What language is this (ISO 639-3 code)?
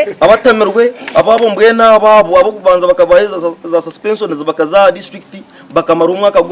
nyn